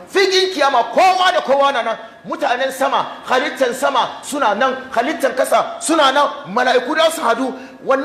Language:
Hausa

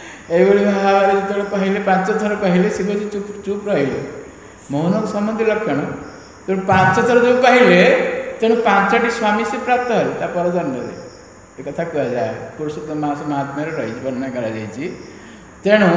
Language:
Odia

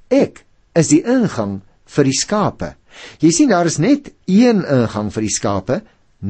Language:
Afrikaans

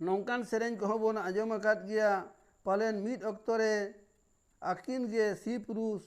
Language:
Santali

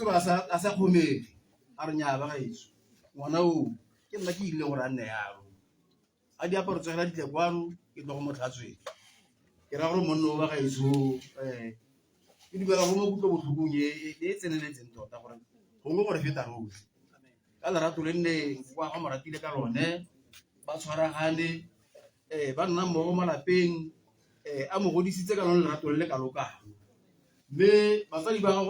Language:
Tswana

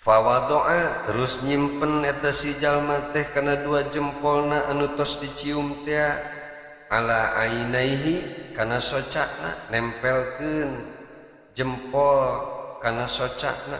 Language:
Sundanese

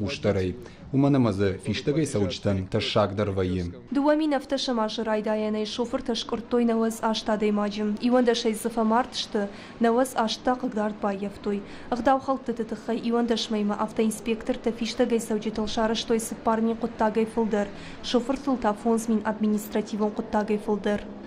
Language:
Ossetic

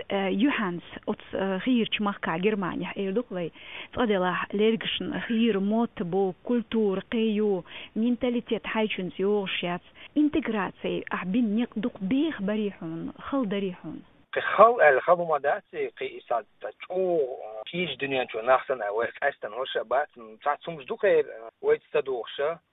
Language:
Chechen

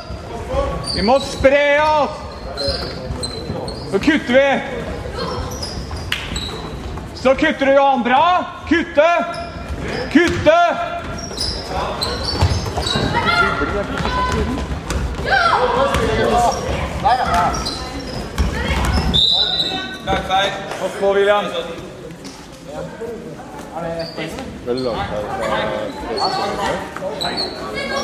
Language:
Norwegian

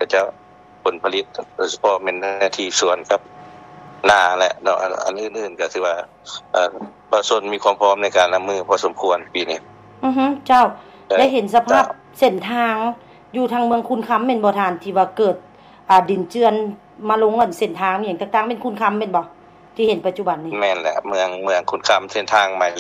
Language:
Lao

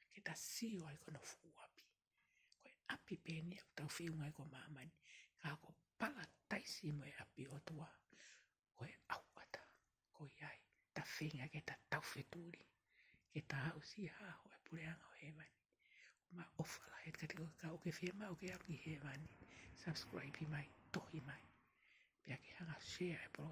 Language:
Tongan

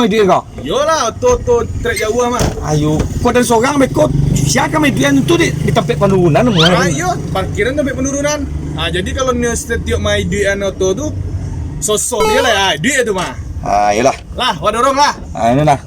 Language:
Minangkabau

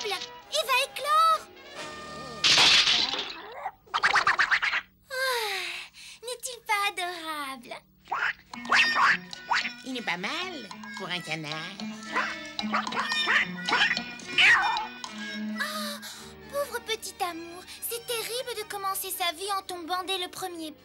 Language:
French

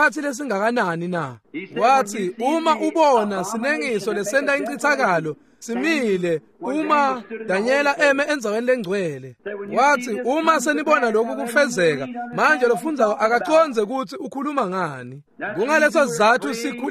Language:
Swati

